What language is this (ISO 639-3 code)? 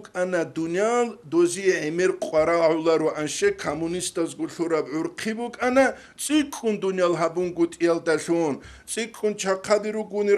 ava